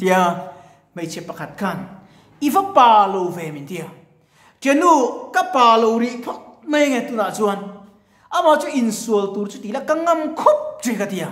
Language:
Mizo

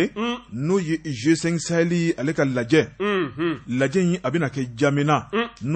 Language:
Bambara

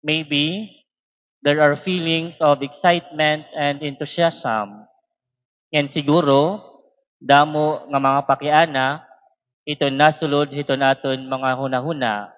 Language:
Waray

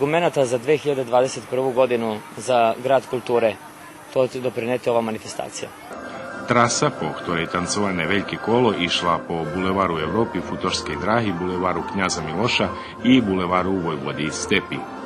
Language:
Rusyn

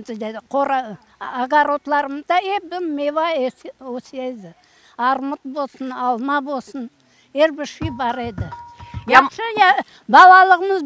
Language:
Crimean Tatar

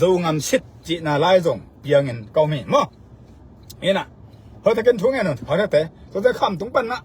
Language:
Tedim Chin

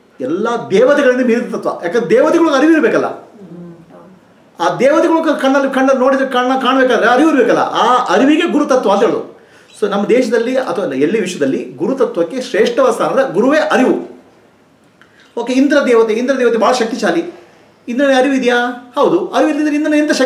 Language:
Kannada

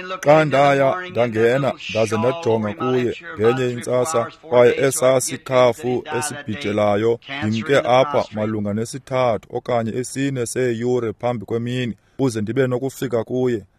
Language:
Xhosa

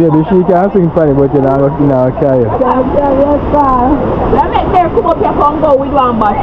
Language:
Jamaican Creole English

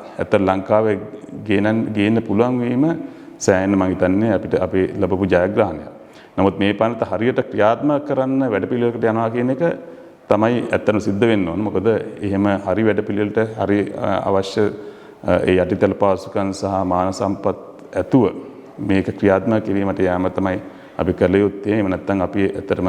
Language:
Sinhala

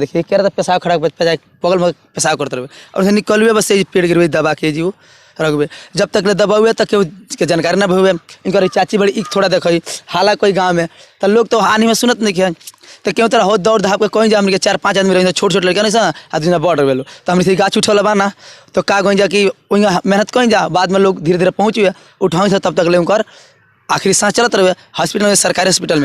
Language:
Bhojpuri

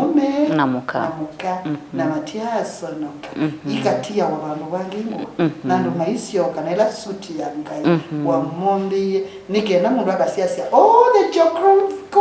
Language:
Kamba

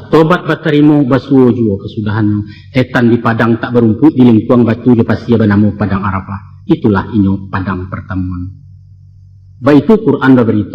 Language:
Minangkabau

